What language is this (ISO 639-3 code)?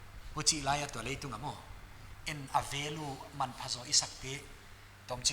pck